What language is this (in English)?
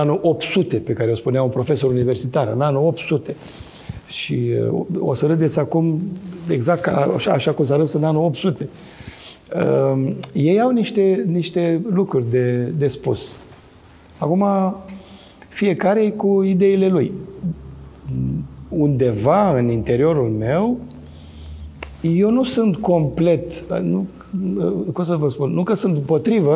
Romanian